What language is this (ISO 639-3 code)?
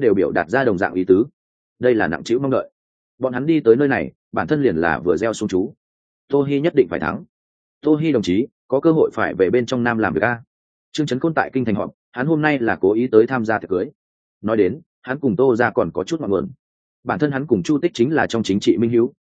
vie